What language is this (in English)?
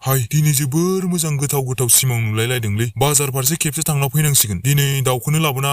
Bodo